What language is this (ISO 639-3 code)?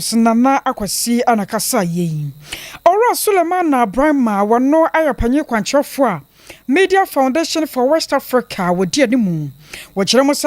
aka